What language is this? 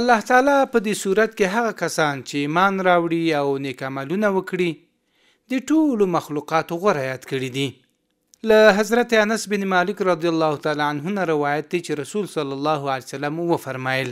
Pashto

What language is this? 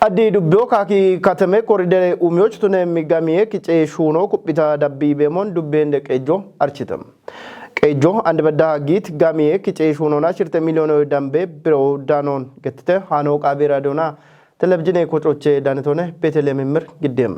Kafa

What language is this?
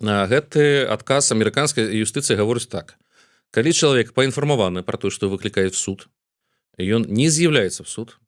Belarusian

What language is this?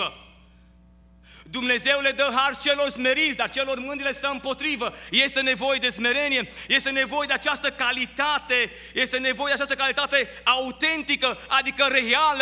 Romanian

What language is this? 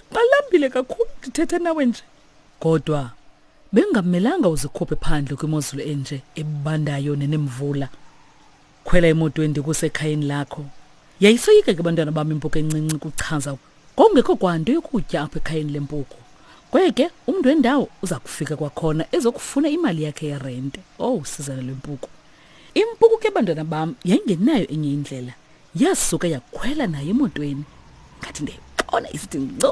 Xhosa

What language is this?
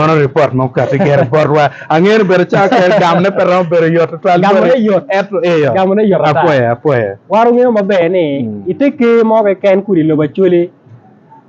Acoli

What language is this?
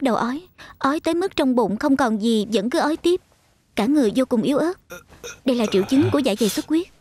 Vietnamese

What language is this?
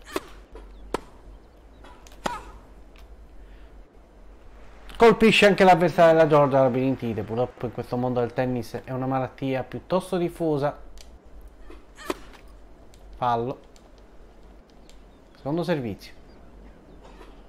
Italian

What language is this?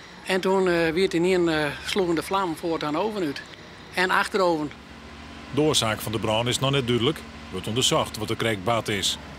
Western Frisian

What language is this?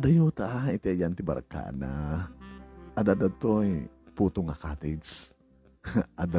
Iloko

